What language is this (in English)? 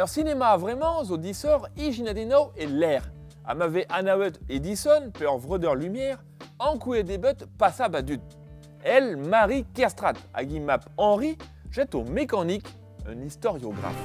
Breton